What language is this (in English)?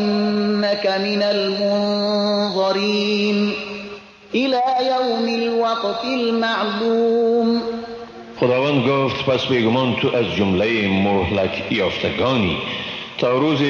Persian